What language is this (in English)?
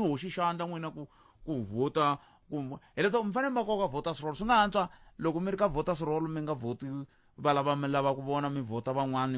Tsonga